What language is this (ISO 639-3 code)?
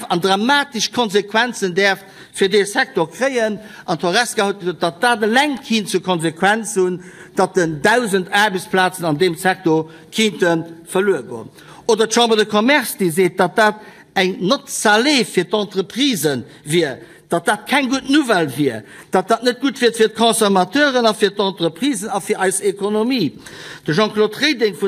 ltz